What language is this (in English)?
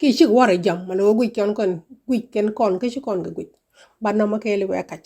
Nuer